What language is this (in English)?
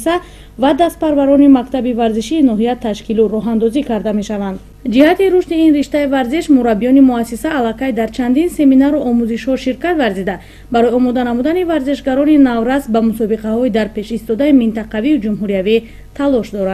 Tajik